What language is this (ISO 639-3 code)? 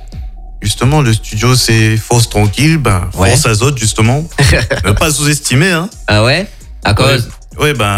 fra